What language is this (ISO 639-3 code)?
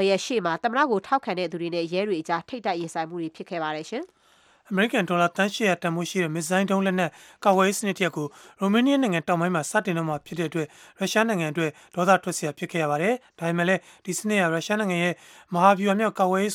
mya